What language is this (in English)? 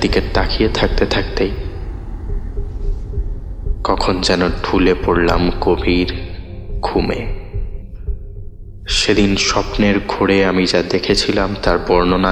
Bangla